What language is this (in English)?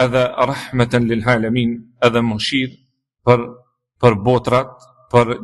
Albanian